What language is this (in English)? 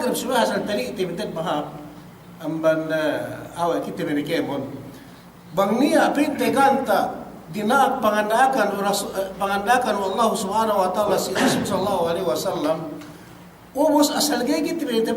Yakan